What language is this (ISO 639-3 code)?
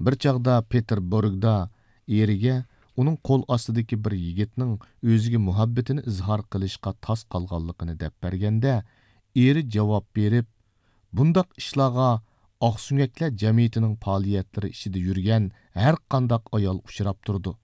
uig